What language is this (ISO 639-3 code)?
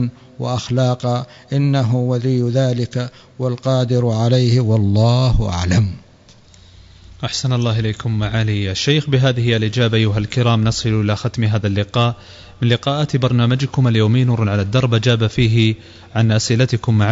ara